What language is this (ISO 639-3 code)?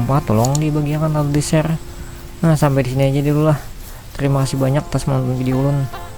bjn